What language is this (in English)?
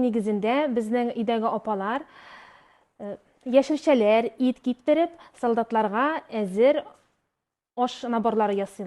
Tatar